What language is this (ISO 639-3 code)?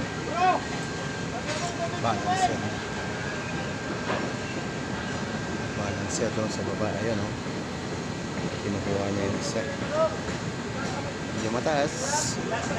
fil